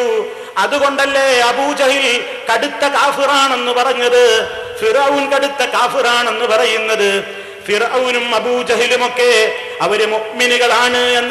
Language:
Malayalam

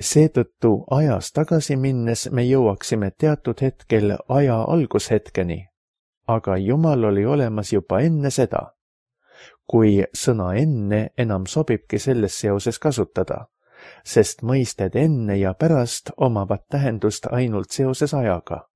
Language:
Estonian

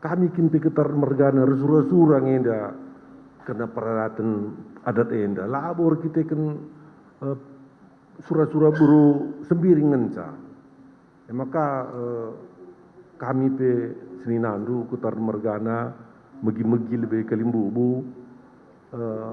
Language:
Batak Karo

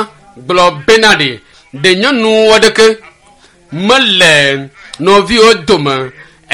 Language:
Ewe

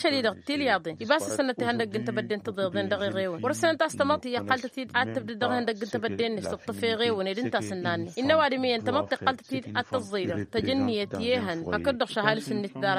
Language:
Tamasheq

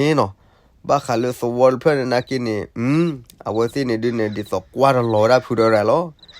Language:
S'gaw Karen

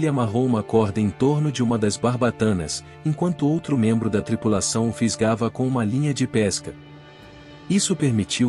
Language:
Portuguese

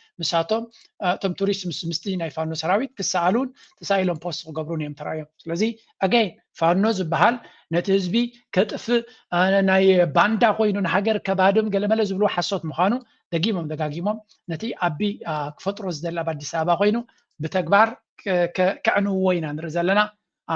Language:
Tigrinya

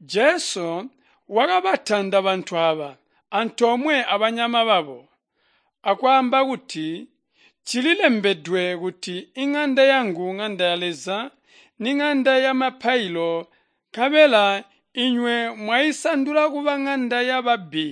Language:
Tonga (Zambia)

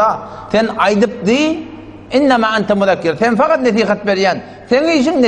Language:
Turkmen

